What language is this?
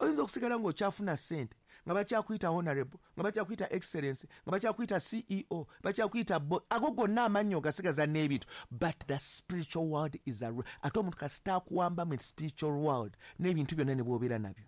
Ganda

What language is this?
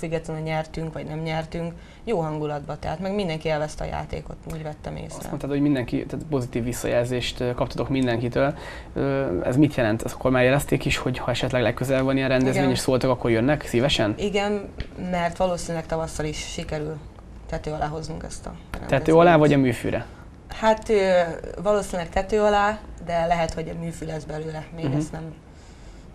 Hungarian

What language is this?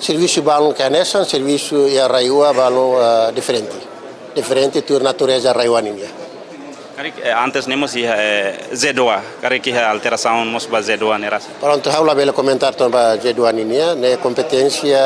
Tetum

